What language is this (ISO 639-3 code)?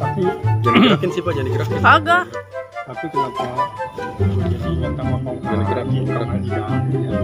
bew